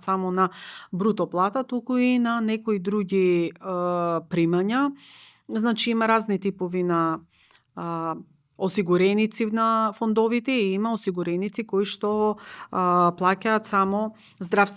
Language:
Macedonian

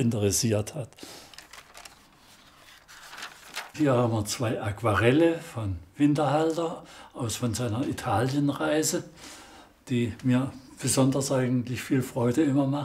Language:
German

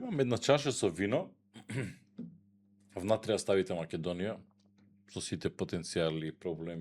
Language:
Macedonian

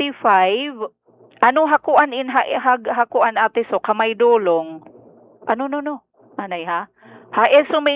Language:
Waray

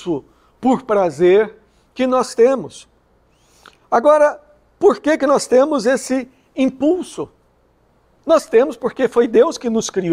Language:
Portuguese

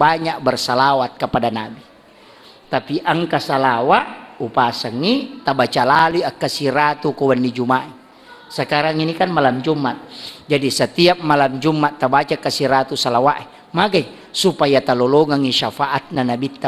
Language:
Buginese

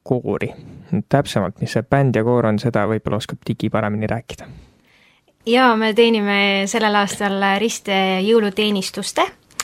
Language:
Estonian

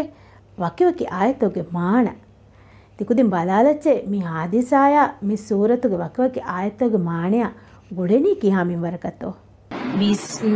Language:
Divehi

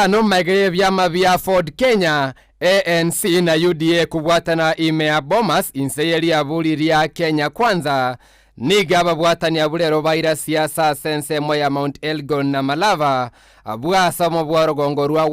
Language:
Gusii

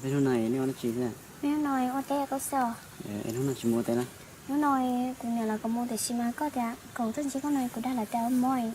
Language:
Hmong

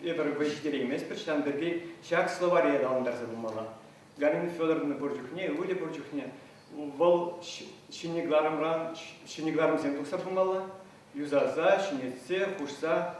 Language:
Chuvash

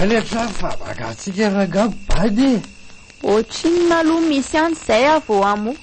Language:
Malagasy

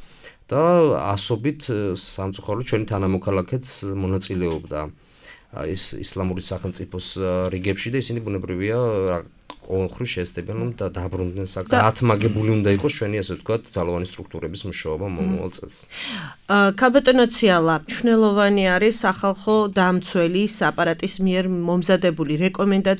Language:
Georgian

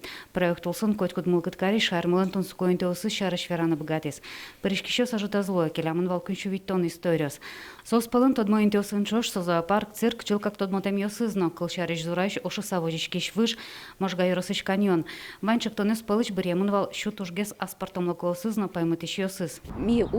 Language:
Udmurt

